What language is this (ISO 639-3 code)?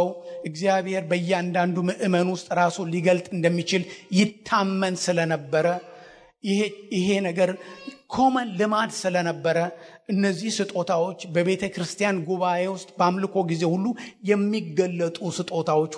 amh